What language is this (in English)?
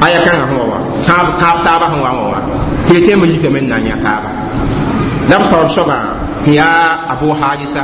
Mossi